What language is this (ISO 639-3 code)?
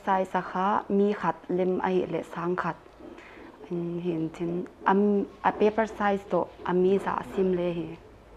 pck